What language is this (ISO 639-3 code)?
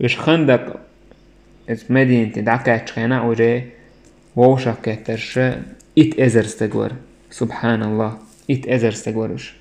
che